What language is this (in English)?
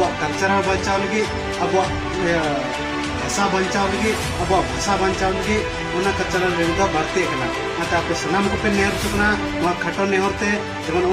Santali